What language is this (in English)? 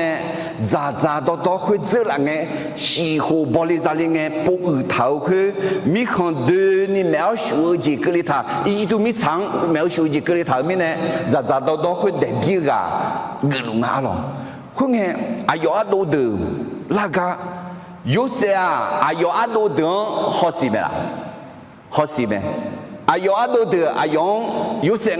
Akha